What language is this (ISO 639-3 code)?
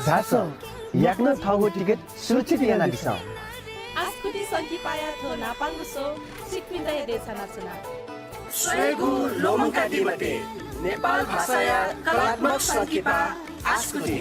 new